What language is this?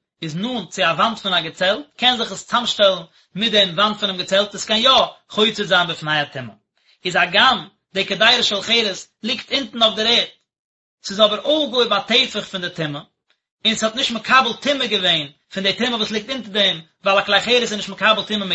Yiddish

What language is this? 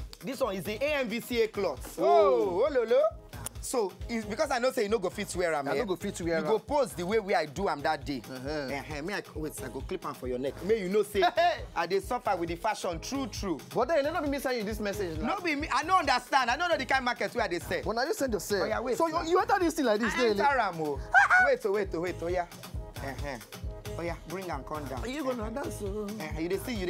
Nigerian Pidgin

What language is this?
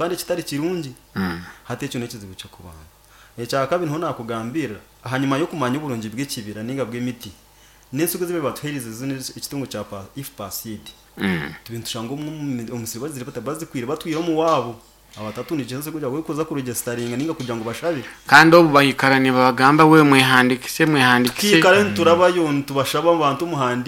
Nyoro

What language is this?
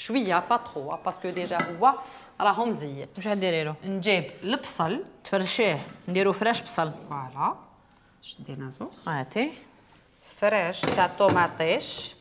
Algerian Arabic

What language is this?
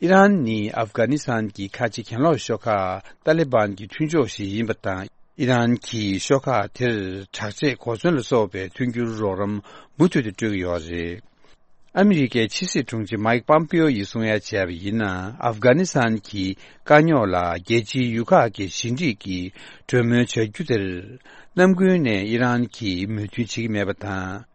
Tibetan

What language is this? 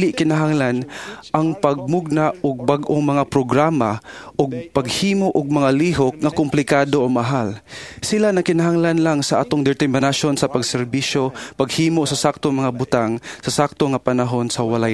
Cebuano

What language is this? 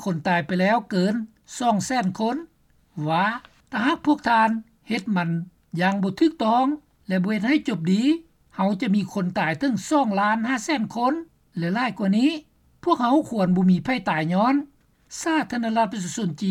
Lao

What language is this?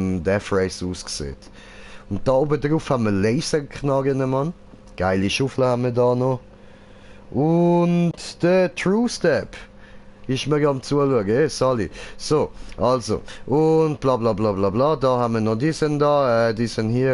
Swiss German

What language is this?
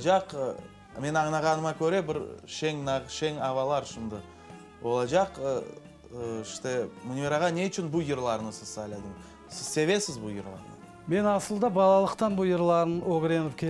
Crimean Tatar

